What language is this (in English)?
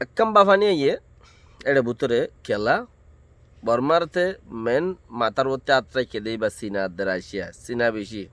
Rohingya